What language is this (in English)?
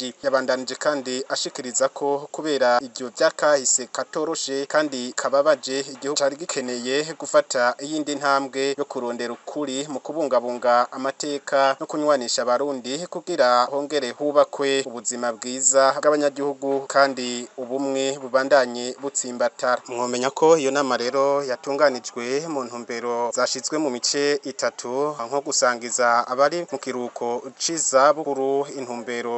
Rundi